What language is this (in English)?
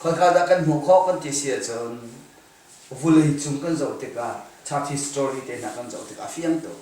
Hakha Chin